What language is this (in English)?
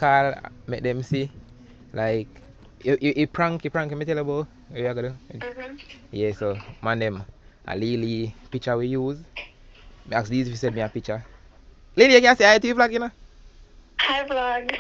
Jamaican Creole English